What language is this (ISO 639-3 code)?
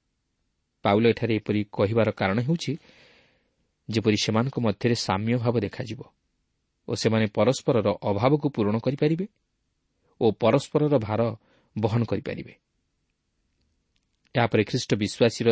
ori